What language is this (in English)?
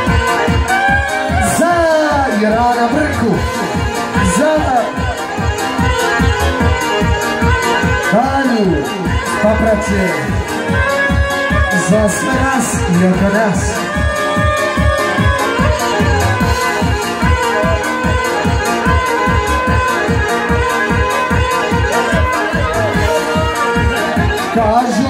Croatian